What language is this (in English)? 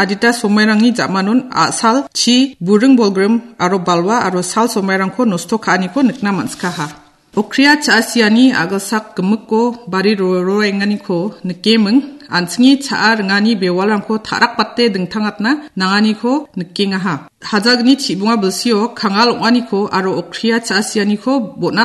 Garo